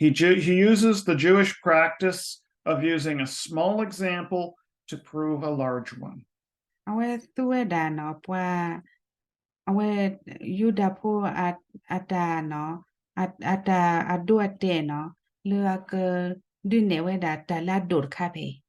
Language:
S'gaw Karen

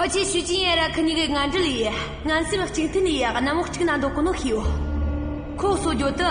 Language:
Tibetan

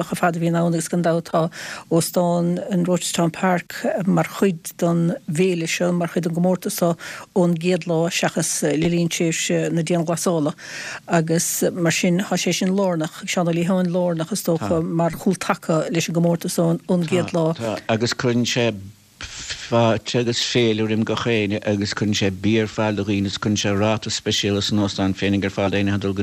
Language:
Irish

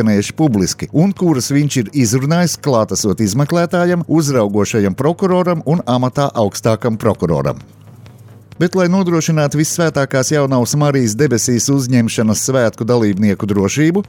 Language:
Latvian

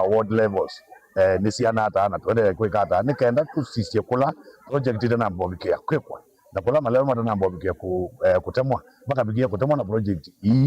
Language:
Kamba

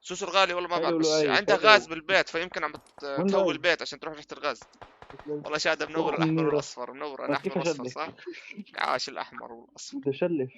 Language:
North Levantine Arabic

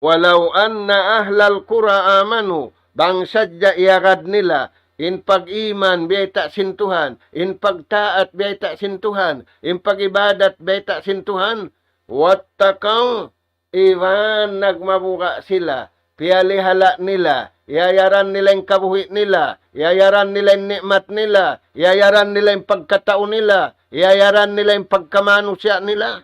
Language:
Tausug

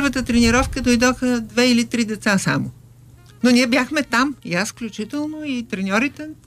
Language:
Bulgarian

